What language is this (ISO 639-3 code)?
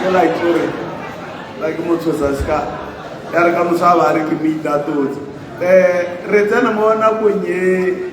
tsn